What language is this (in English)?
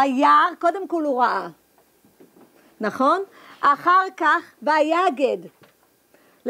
Hebrew